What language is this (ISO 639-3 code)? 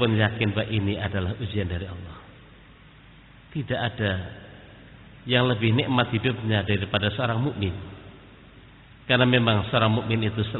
ind